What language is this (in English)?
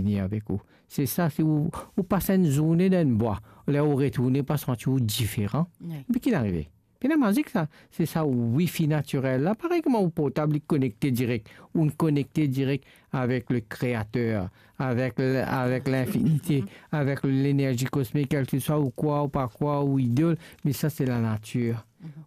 Morisyen